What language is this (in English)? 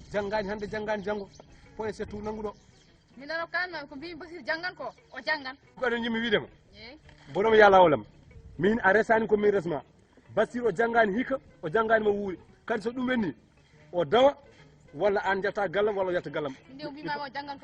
Fula